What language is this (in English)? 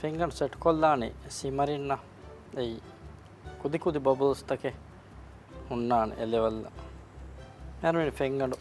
Divehi